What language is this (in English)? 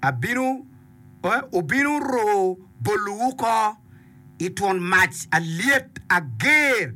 Acoli